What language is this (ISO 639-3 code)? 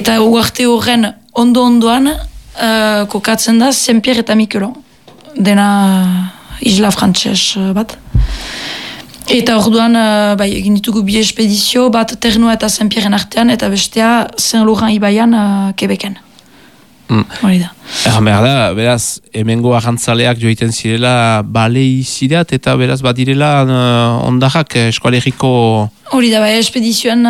eus